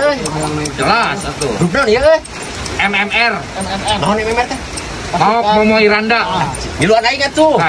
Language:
Sundanese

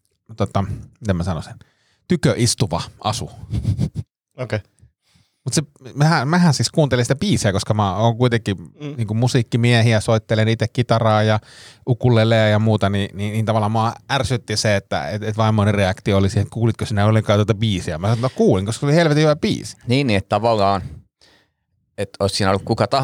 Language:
Finnish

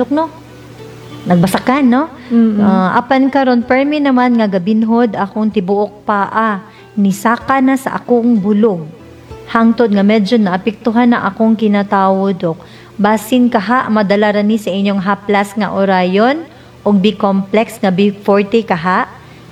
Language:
Cebuano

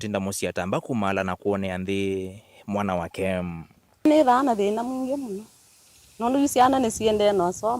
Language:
Kamba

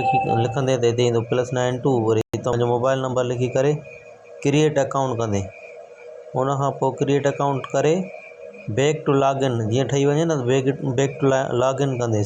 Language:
Sindhi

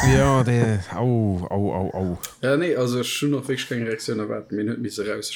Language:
Luxembourgish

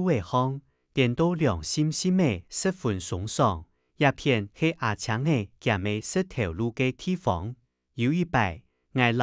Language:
Hakka Chinese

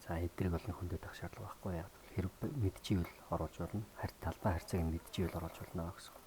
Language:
Mongolian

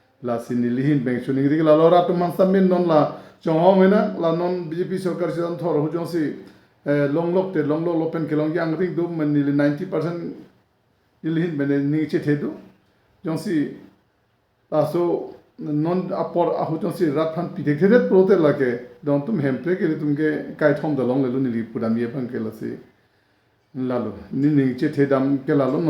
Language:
Karbi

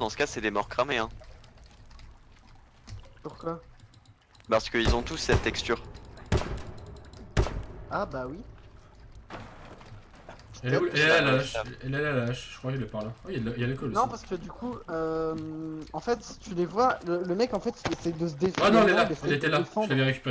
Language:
French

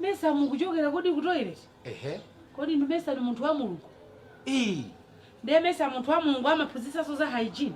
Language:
Nyanja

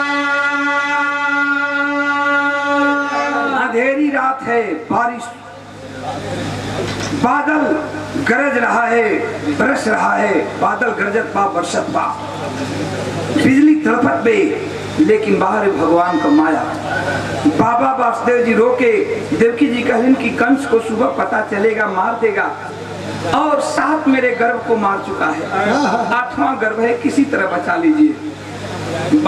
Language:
Bhojpuri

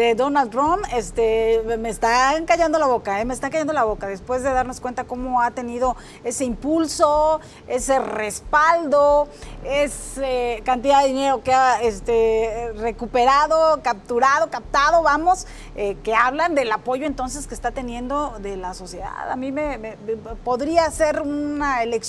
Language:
Spanish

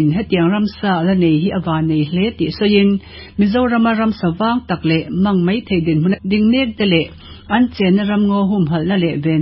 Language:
Mizo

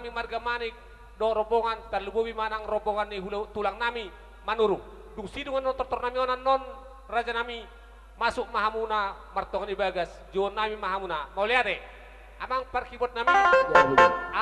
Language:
Batak Toba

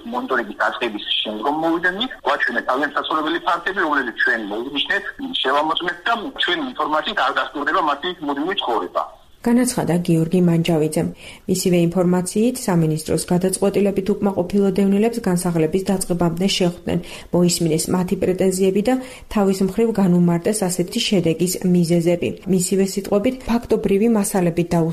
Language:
Georgian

